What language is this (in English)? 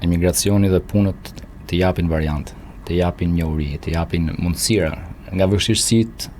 Albanian